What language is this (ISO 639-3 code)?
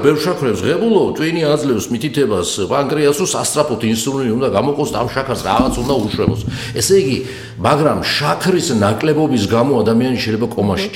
kat